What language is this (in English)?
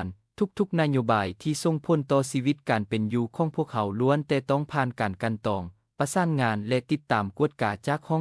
Lao